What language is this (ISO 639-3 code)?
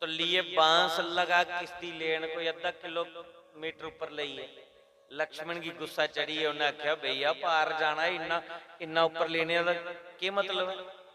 doi